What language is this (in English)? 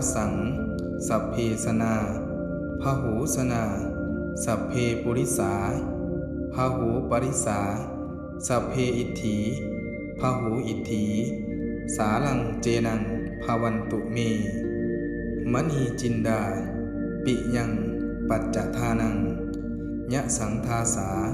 Pali